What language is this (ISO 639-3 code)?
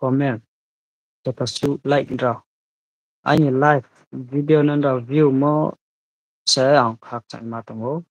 ria